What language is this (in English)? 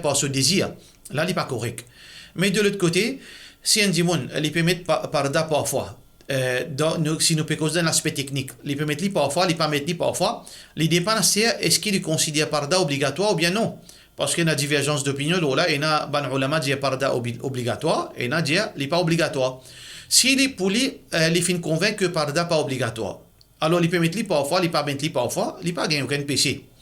Morisyen